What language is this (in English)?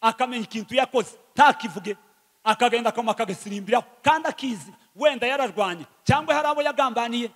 Kinyarwanda